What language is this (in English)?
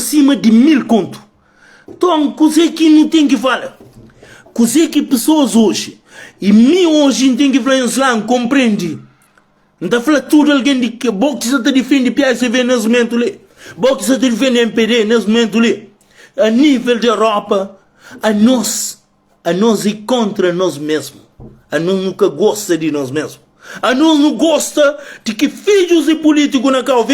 Kabuverdianu